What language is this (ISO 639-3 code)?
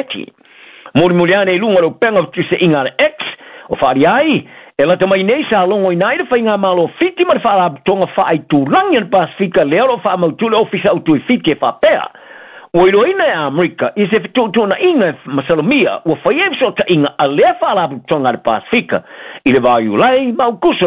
smo